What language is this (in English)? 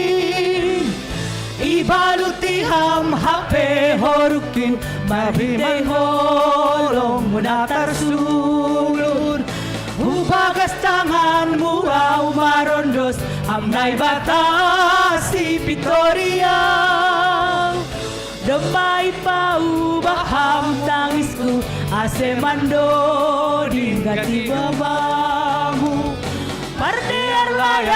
Batak Simalungun